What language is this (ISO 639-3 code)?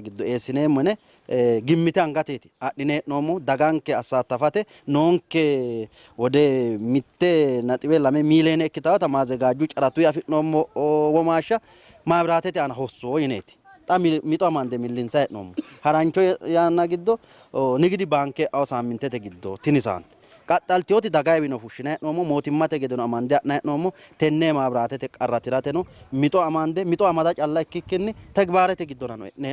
sid